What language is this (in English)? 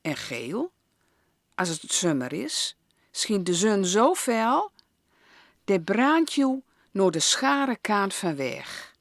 Gronings